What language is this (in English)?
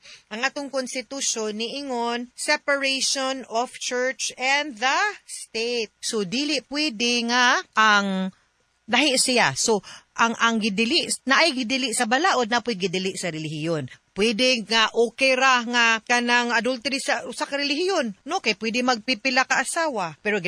Cebuano